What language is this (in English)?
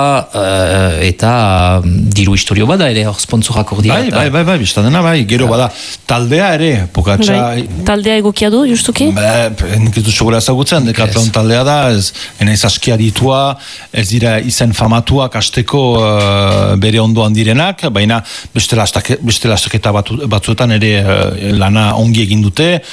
Basque